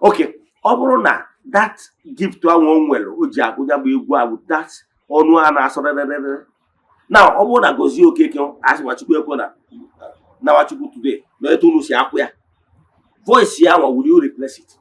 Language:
Igbo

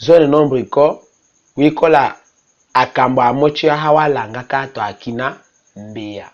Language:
Tetela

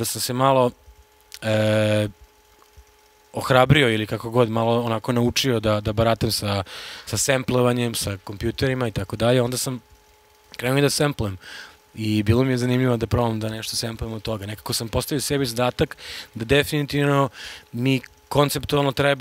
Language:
Serbian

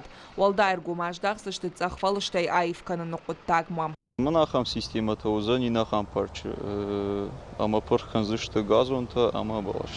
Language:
Ossetic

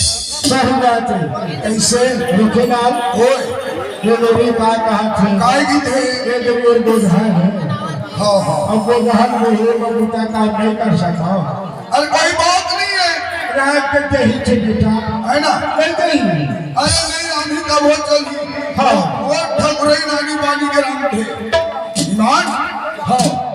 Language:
Chhattisgarhi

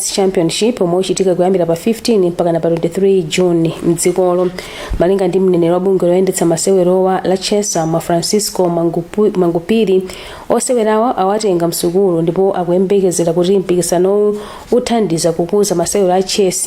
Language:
Nyanja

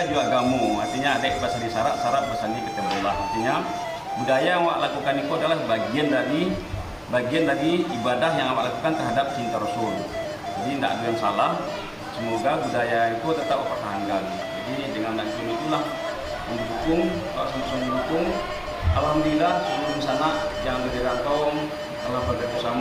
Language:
Minangkabau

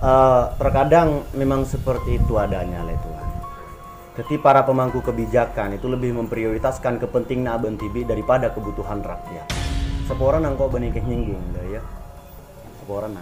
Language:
Madurese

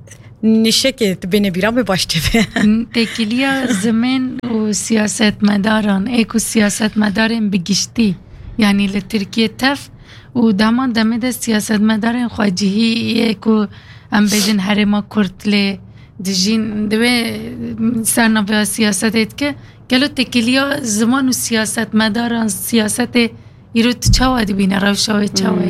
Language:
Kurdish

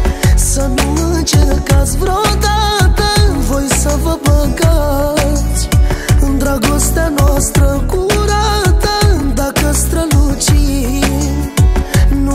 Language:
Romanian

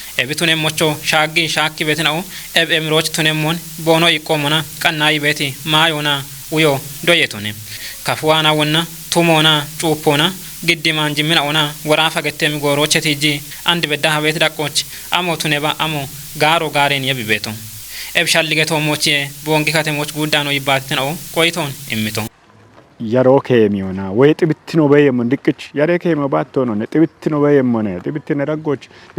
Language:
Kafa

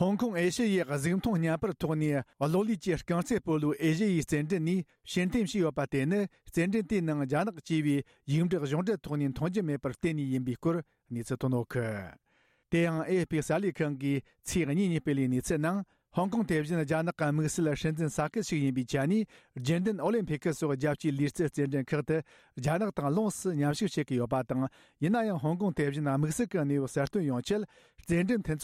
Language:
Tibetan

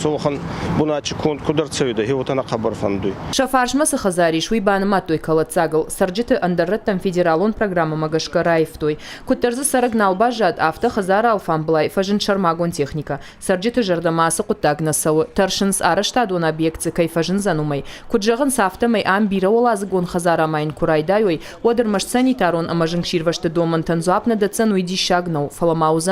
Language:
Ossetic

